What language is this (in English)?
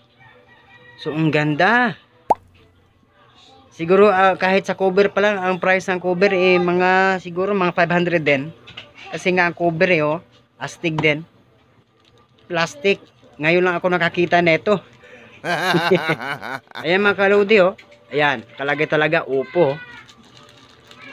Filipino